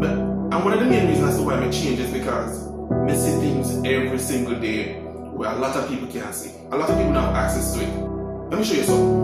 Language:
Jamaican Creole English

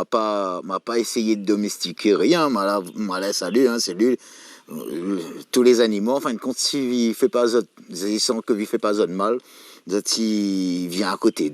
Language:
Réunion Creole French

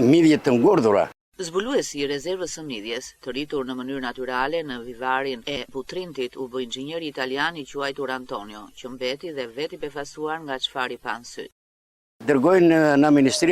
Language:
Albanian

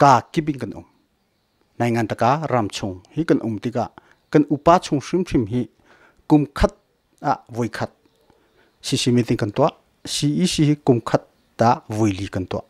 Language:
Hakha Chin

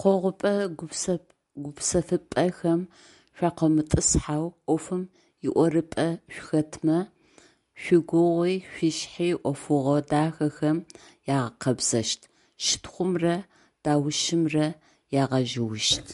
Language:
Adyghe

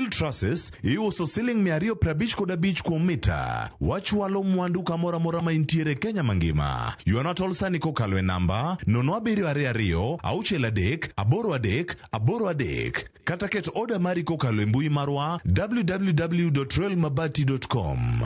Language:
Luo (Kenya and Tanzania)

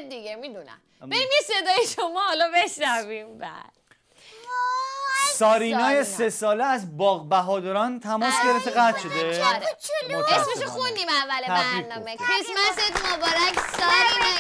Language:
Persian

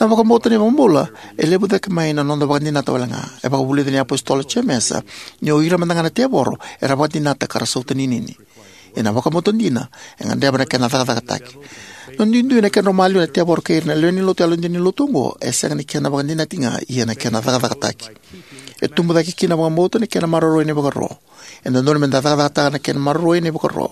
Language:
Fijian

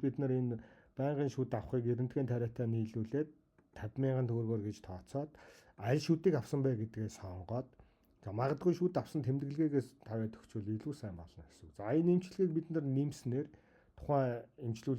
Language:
Mongolian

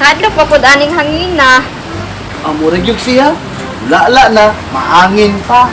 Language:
Cebuano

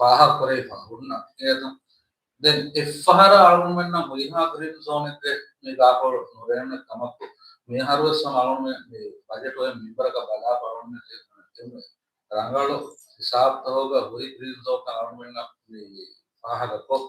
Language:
Divehi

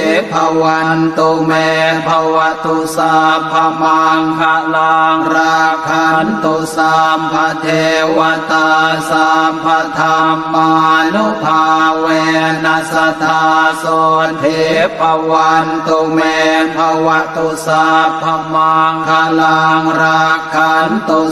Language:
Pali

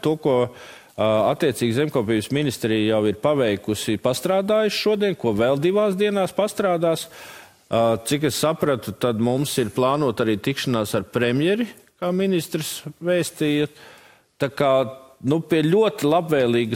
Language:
Latvian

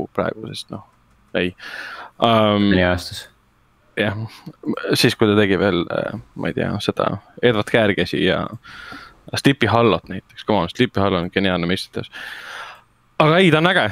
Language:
Estonian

